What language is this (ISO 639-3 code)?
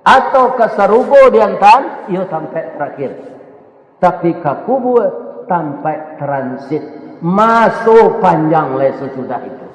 min